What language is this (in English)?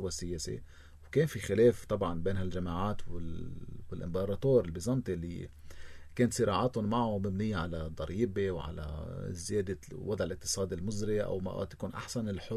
North Levantine Arabic